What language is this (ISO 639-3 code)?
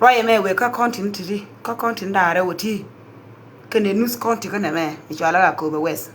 nus